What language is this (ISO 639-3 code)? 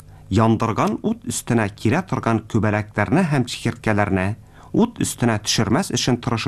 tat